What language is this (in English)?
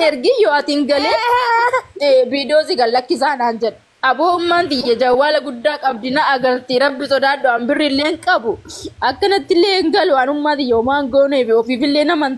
Oromo